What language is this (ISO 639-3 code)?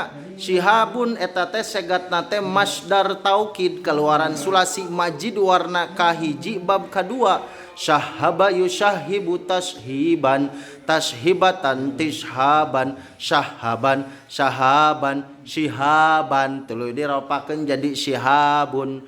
sun